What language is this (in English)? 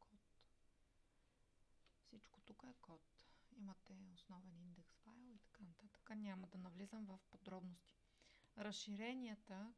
Bulgarian